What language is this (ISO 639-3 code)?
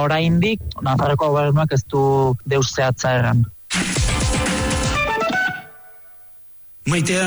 eus